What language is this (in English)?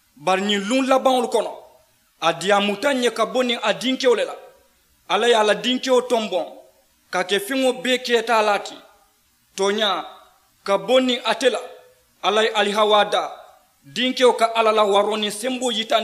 Mandingo